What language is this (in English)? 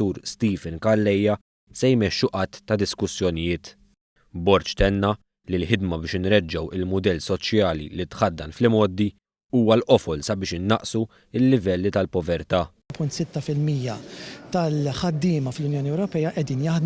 Maltese